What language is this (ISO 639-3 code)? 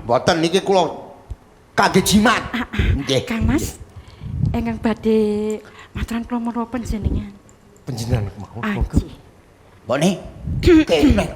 jav